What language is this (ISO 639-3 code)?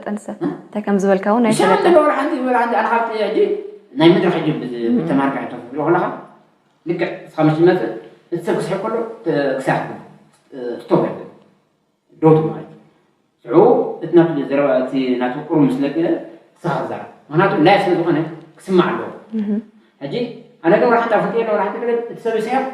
tir